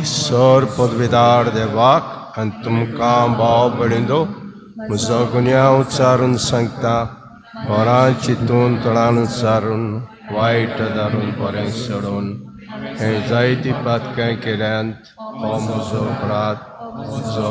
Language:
Konkani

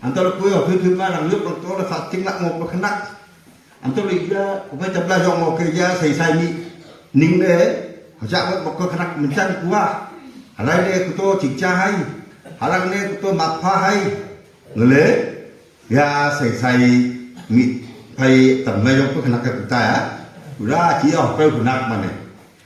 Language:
Wancho Naga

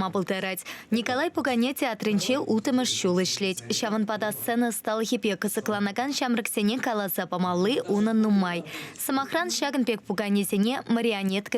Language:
Chuvash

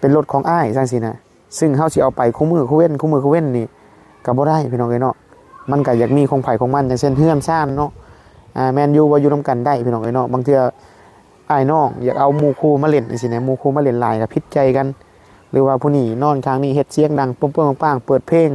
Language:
Northeastern Thai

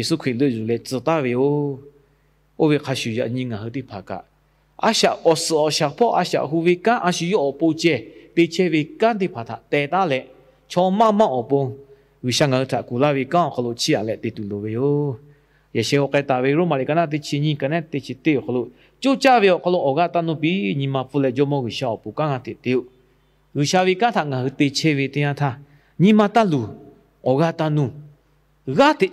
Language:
Lahu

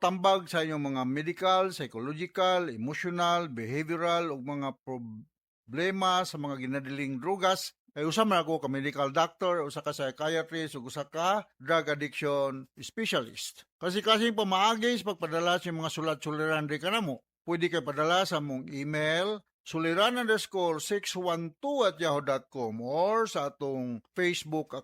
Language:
Cebuano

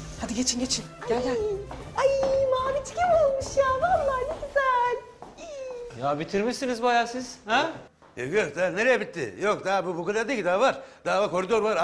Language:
Turkish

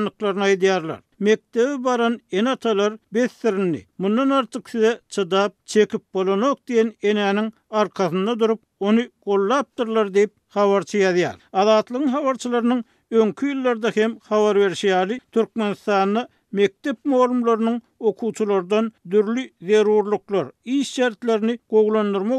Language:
Turkmen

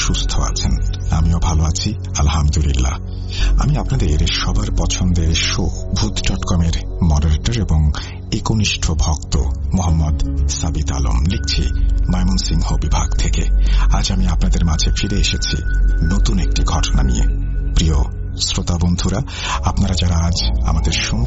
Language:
Bangla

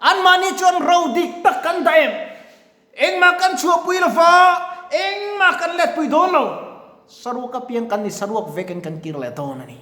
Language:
Mizo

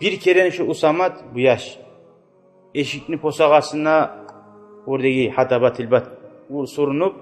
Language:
Kumyk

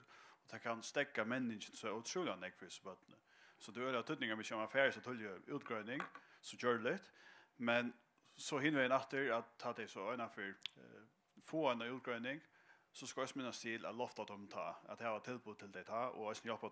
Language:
Faroese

